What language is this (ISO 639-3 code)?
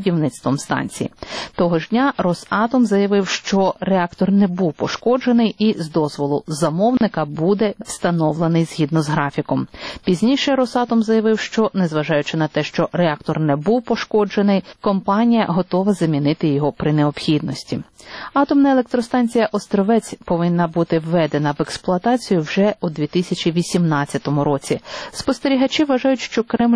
ukr